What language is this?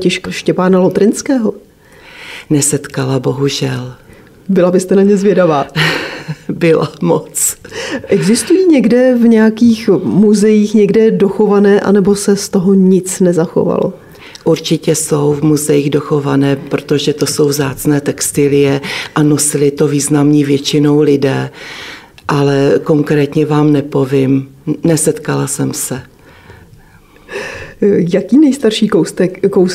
Czech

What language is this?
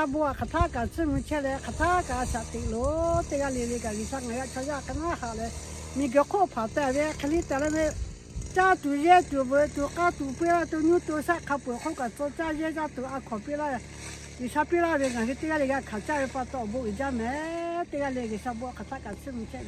Lahu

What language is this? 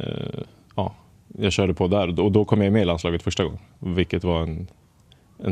Swedish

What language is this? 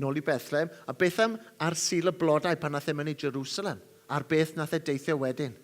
Welsh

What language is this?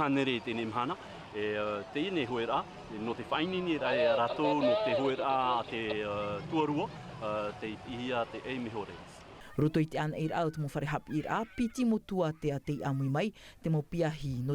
Tahitian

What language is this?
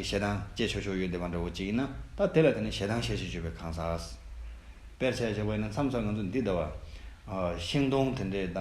Tibetan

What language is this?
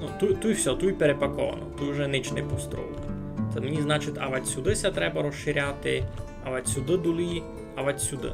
Rusyn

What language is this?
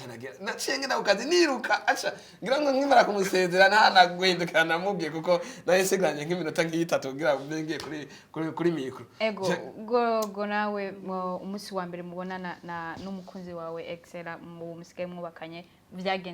Rundi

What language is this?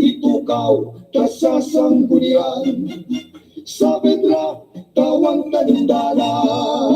Bikol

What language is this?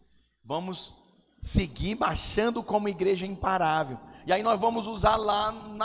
Portuguese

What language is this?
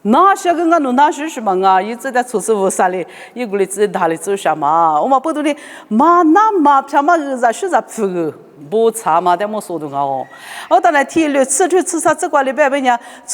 Lisu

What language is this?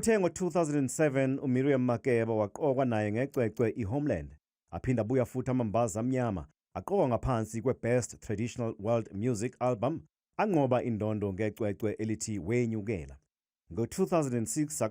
Zulu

